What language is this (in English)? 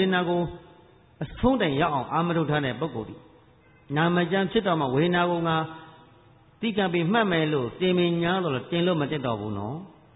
Burmese